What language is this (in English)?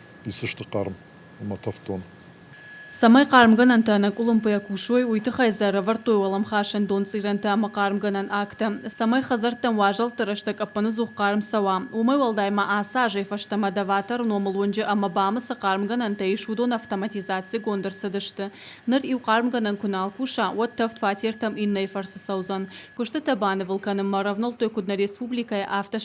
Ossetic